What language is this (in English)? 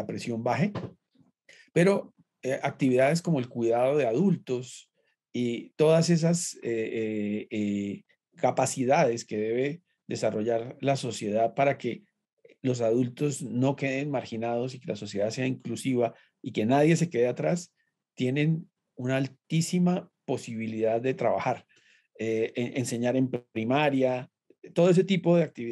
Spanish